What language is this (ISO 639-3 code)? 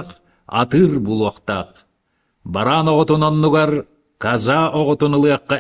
sah